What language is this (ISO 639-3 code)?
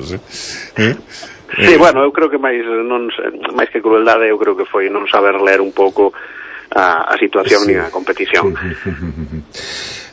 glg